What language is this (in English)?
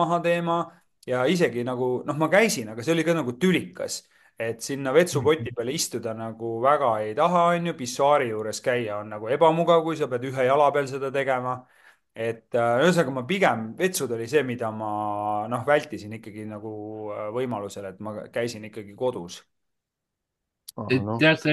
Estonian